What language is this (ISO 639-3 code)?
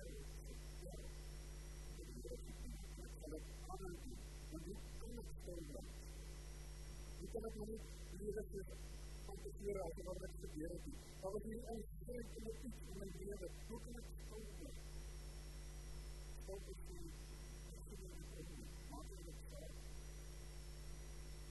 afr